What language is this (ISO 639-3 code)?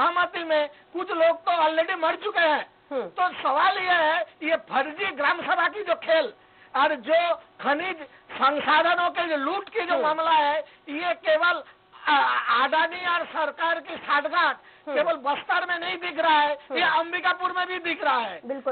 hin